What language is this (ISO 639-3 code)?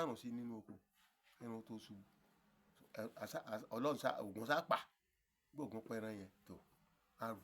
yor